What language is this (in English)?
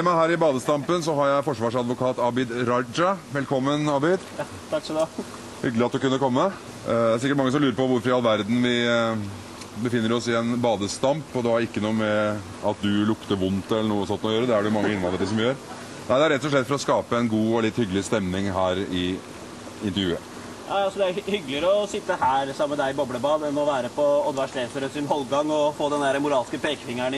Norwegian